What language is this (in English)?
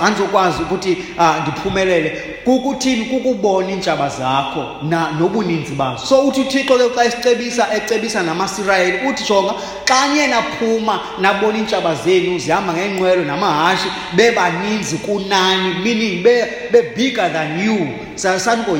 Xhosa